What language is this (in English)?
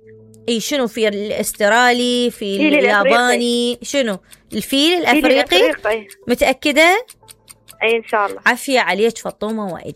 Mesopotamian Arabic